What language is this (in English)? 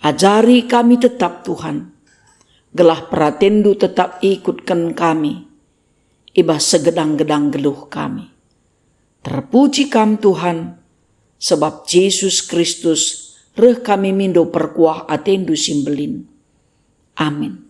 Batak Karo